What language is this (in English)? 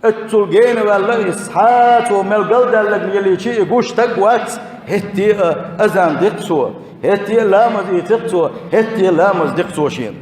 Chechen